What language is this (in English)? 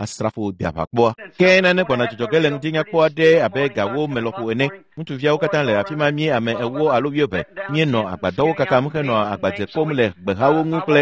Ewe